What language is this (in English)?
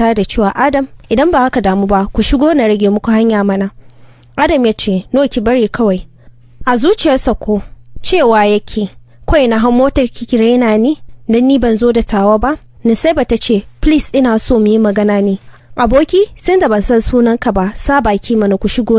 Hausa